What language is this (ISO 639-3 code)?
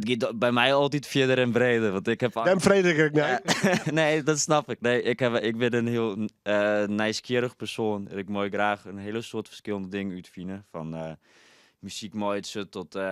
fry